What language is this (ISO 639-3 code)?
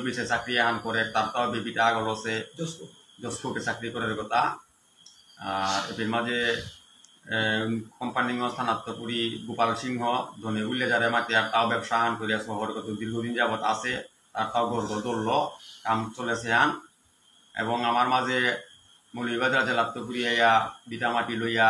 bpy